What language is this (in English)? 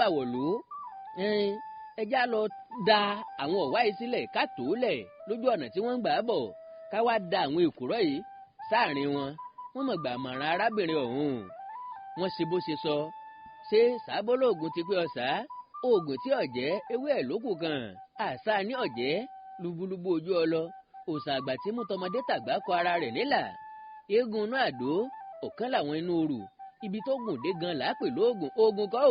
Yoruba